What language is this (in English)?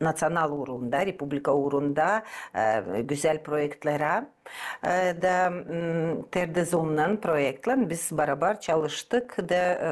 Gagauz